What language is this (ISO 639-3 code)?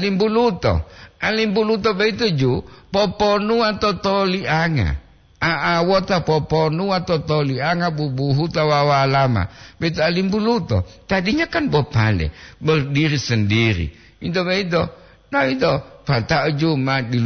gor